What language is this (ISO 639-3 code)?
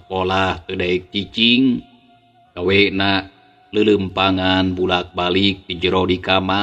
sun